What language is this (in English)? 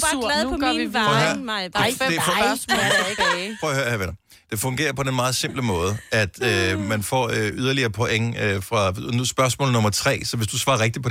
Danish